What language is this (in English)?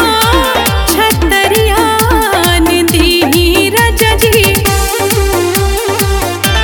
Bhojpuri